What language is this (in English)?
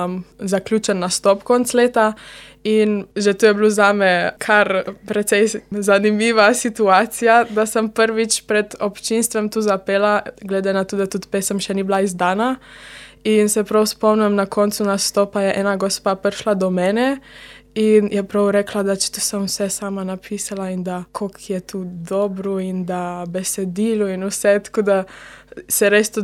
Slovenian